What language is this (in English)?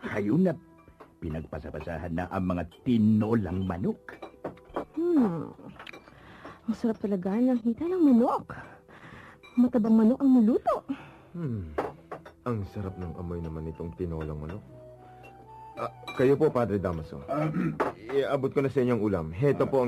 Filipino